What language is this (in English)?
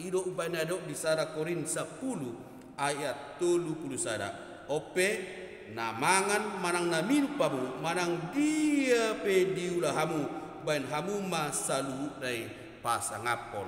Batak Toba